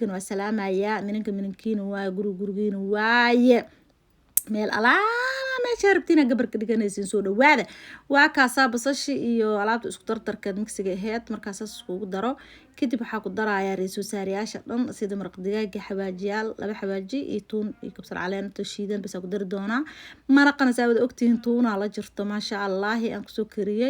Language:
Somali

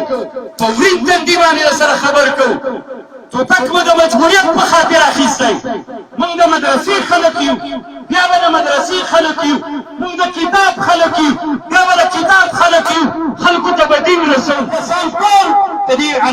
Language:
Pashto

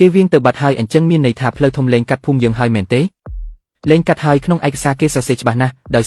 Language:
Khmer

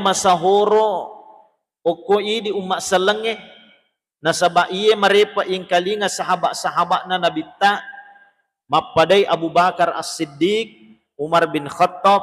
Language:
Buginese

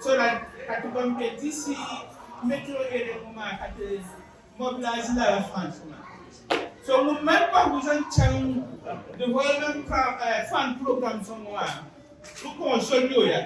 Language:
Dagbani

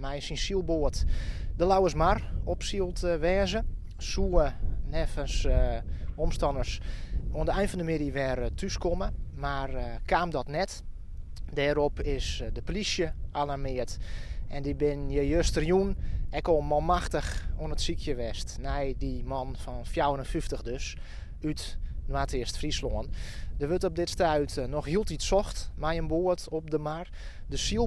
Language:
Western Frisian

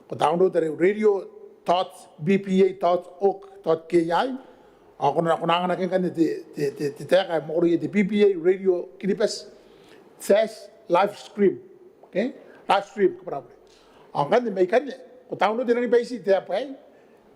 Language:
Gilbertese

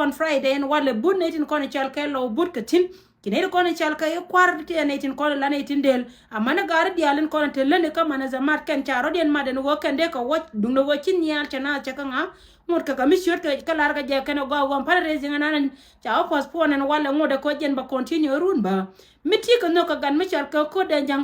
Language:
Nuer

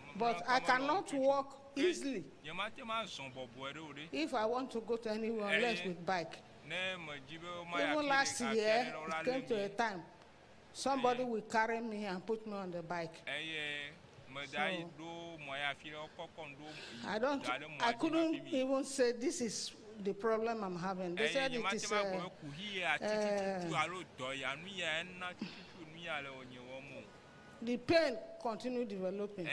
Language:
Ewe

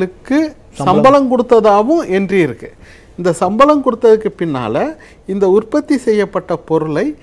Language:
Tamil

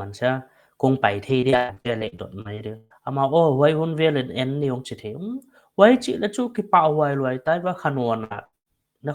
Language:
Paite Chin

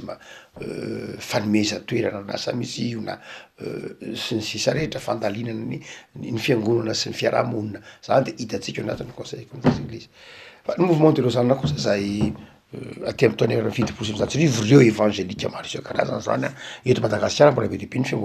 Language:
Malagasy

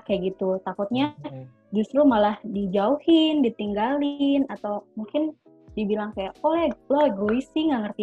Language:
Indonesian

